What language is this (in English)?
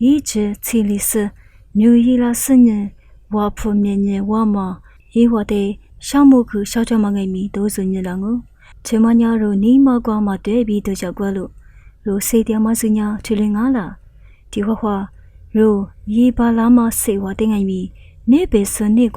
Lisu